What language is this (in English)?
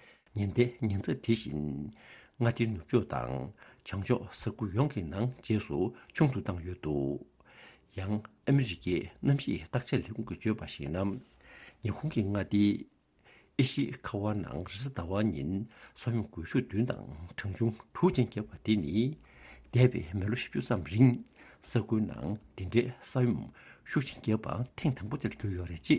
Tibetan